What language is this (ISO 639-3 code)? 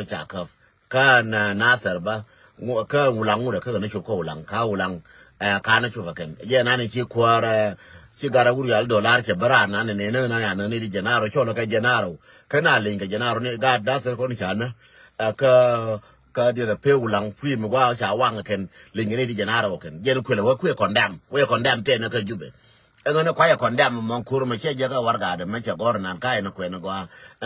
nus